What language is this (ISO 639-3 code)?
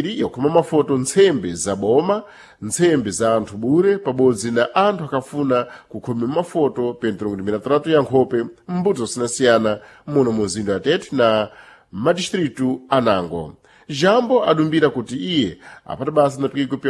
seh